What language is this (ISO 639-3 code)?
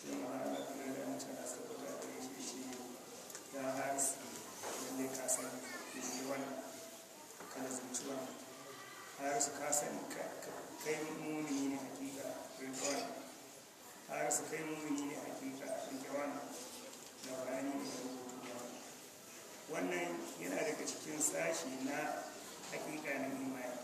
hau